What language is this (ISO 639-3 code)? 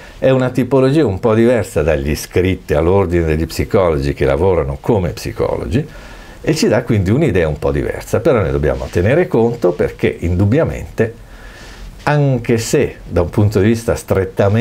ita